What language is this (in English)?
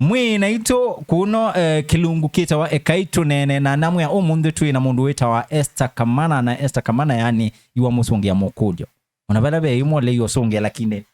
Kamba